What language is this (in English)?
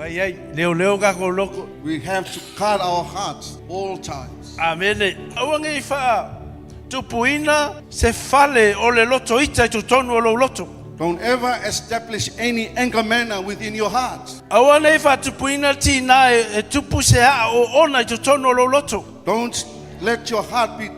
Samoan